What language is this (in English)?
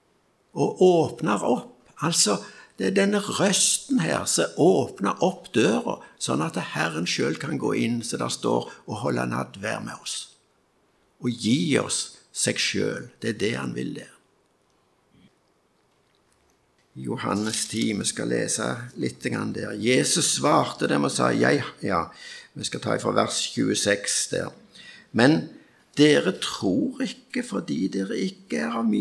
Norwegian